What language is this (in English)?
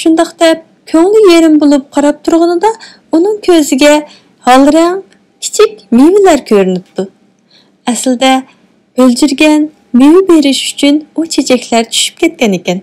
Uyghur